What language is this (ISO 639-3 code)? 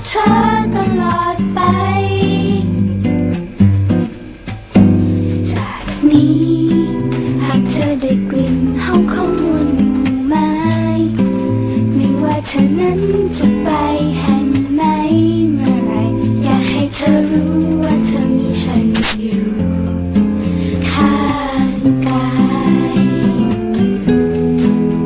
tha